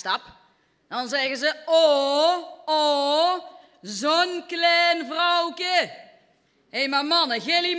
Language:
Limburgish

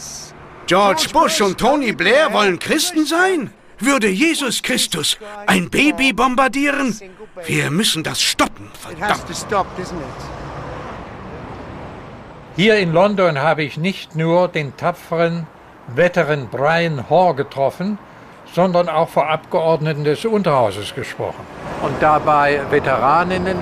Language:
German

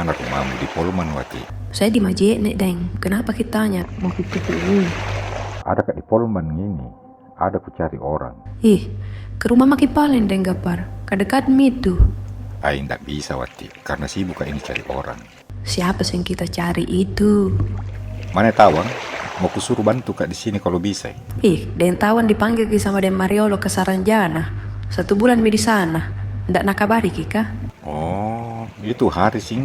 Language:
Makassar Malay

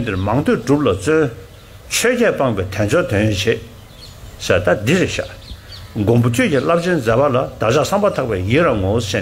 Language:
Tibetan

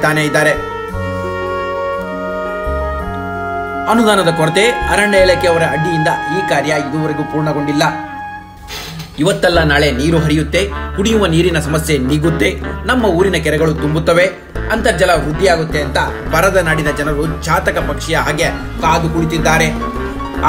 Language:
Kannada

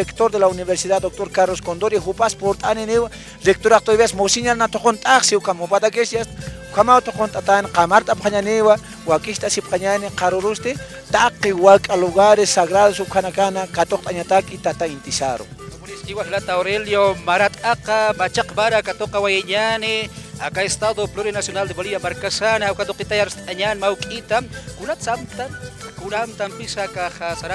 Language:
Aymara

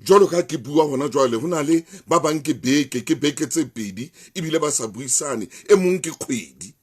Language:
Southern Sotho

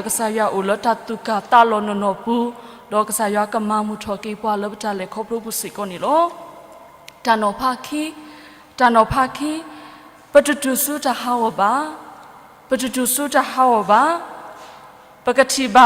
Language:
S'gaw Karen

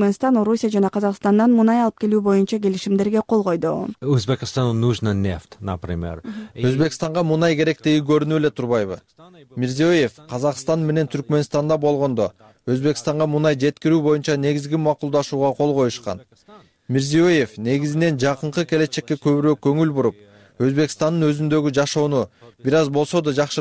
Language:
Kyrgyz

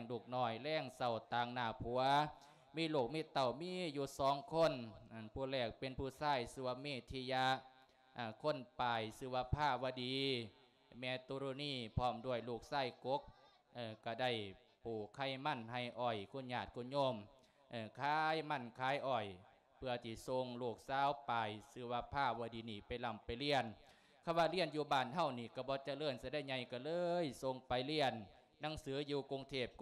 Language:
Lao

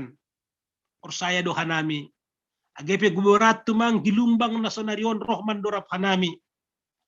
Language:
Batak Simalungun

